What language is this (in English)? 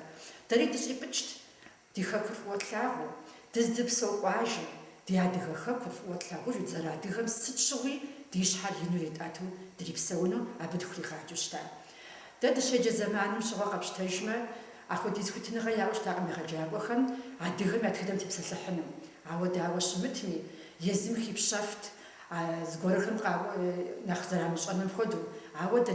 Kabardian